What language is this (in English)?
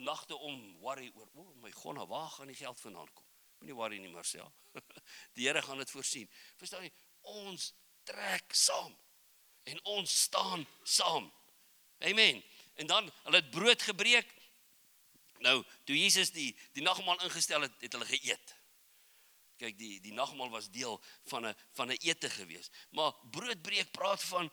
Afrikaans